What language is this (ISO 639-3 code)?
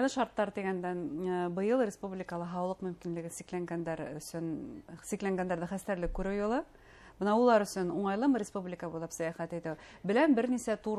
bak